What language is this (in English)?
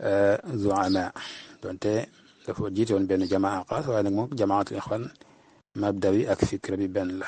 Wolof